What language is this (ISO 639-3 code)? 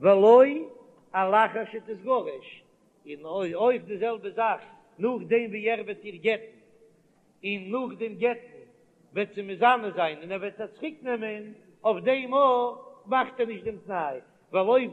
yid